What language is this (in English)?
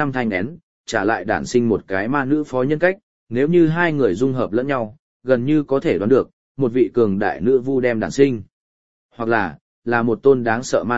Vietnamese